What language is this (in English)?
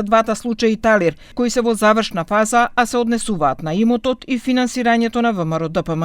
Macedonian